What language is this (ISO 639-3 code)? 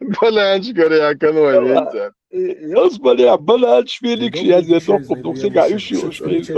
che